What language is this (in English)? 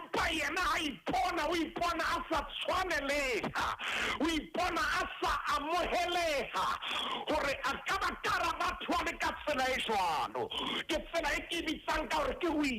Southern Sotho